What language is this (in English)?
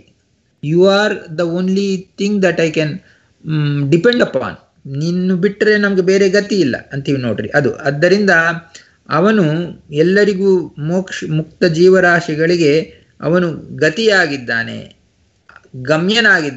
Kannada